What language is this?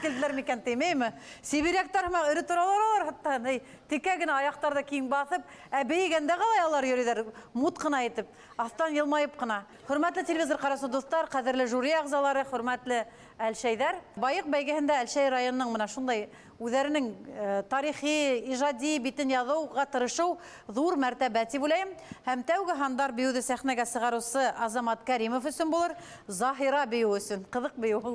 Bashkir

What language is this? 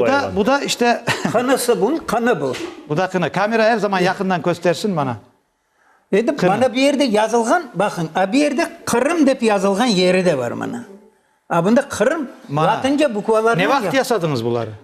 Crimean Tatar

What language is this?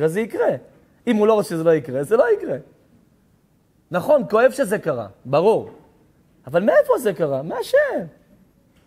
Hebrew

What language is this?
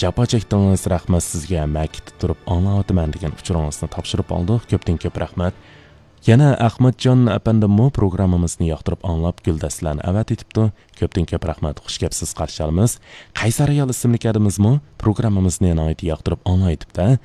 Uyghur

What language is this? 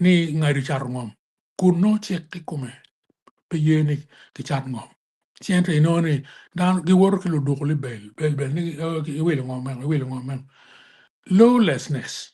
Acoli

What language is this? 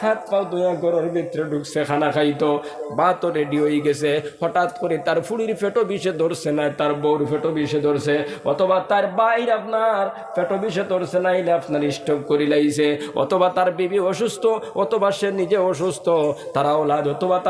Sylheti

